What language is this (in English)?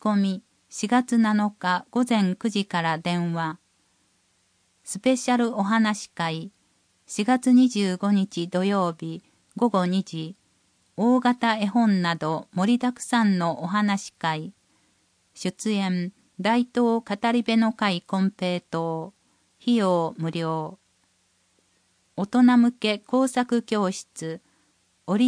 Japanese